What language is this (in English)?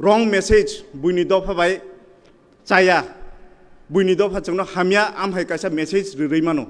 Kok Borok